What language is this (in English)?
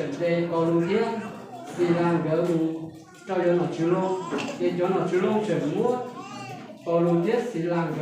Hmong